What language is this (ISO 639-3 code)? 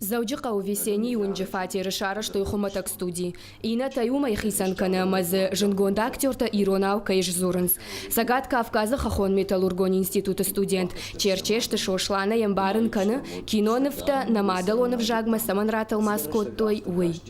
oss